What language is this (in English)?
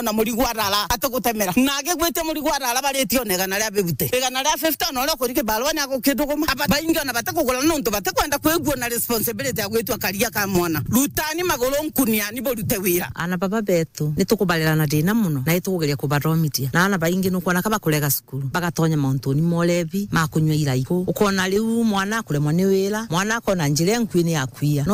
Meru